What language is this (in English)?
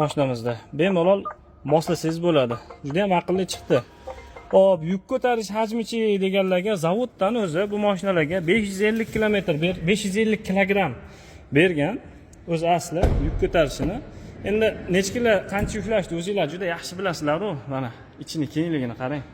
Uzbek